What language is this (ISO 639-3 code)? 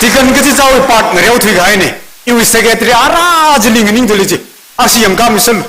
nmf